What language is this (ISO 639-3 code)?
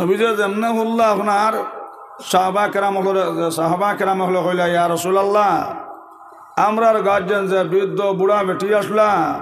syl